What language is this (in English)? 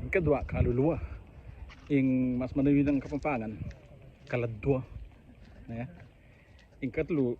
Pampanga